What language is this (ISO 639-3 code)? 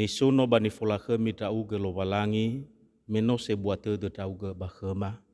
nia